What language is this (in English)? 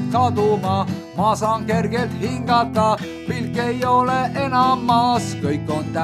Estonian